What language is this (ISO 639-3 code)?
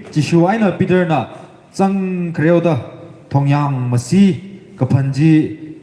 nmf